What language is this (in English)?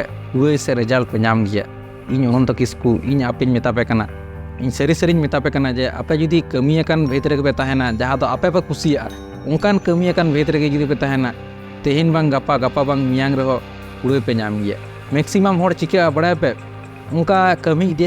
Santali